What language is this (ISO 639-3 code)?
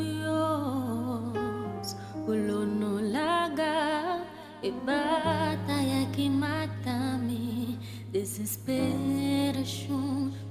pap